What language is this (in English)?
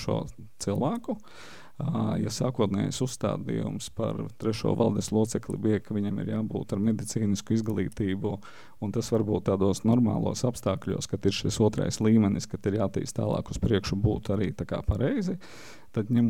Latvian